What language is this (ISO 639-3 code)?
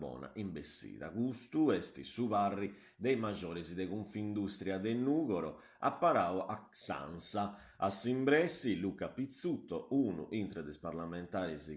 srd